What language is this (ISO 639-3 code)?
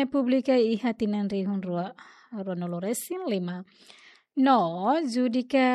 tet